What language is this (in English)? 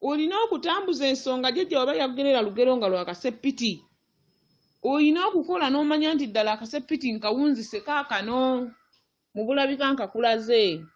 Ganda